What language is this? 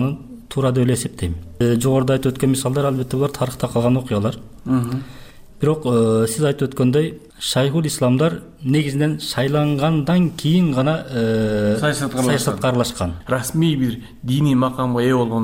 Kyrgyz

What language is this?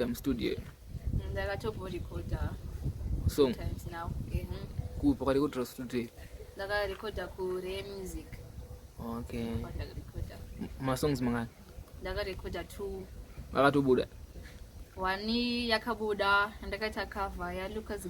Shona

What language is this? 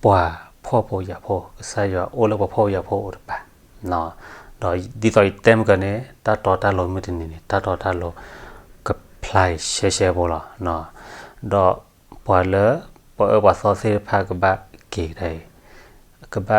S'gaw Karen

